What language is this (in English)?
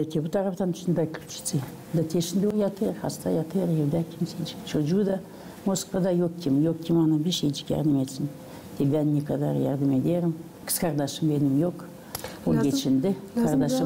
Gagauz